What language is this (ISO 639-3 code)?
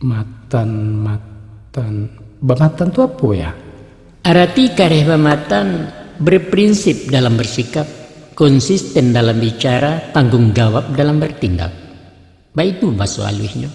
min